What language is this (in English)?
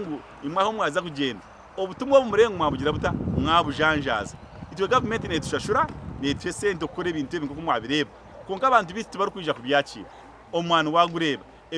Nyankole